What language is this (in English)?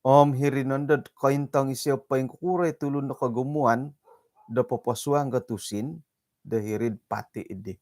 Central Dusun